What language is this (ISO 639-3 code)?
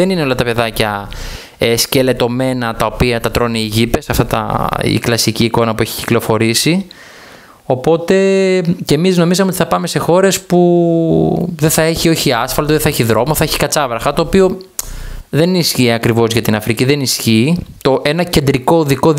ell